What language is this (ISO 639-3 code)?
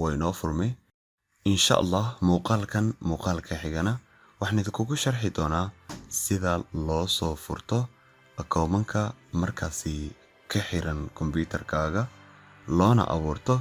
som